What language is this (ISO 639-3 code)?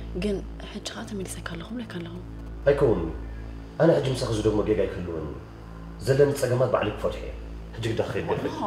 tir